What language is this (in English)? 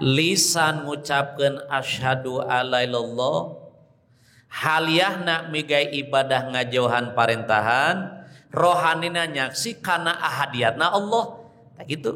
Sundanese